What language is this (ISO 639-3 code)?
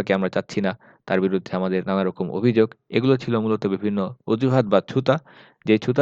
ben